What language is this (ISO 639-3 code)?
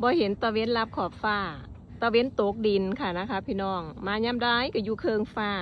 tts